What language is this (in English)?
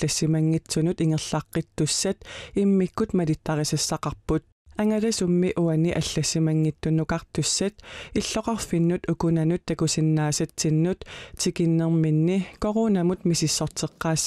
Kalaallisut